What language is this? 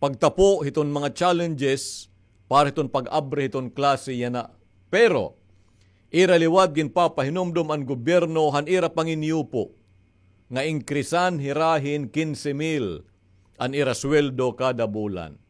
Waray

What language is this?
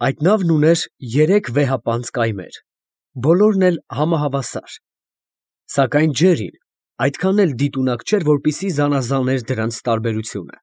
Armenian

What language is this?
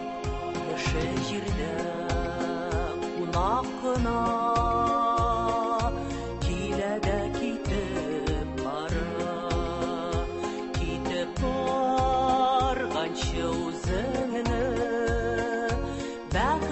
Tatar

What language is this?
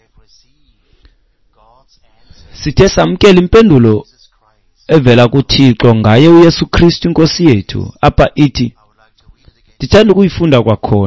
Xhosa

